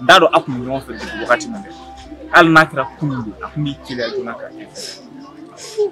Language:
Bambara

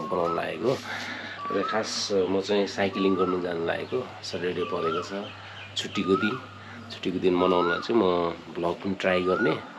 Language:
Nepali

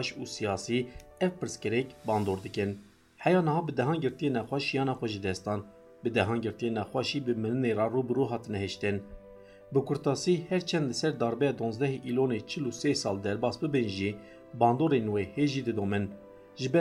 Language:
Kurdish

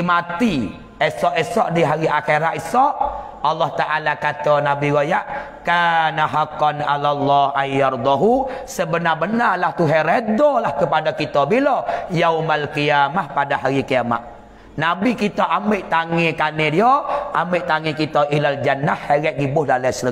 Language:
Malay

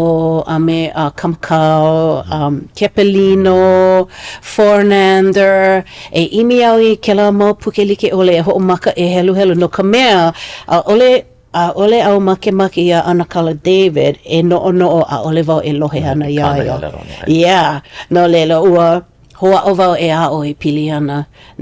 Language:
Hawaiian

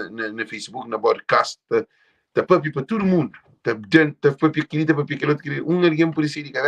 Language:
Kabuverdianu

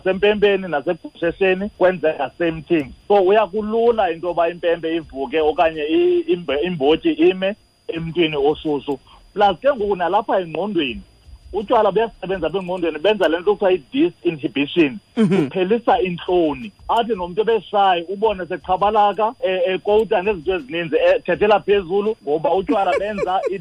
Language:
Xhosa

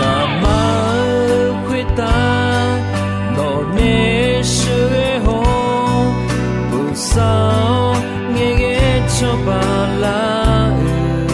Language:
Akha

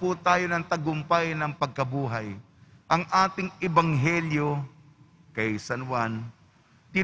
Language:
Filipino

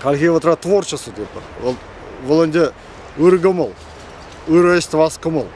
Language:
Chuvash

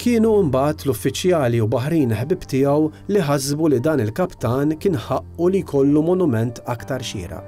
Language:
Maltese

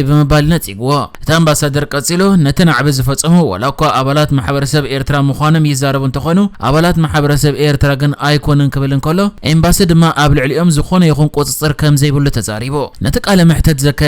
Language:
Tigrinya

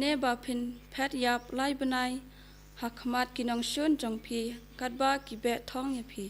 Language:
Khasi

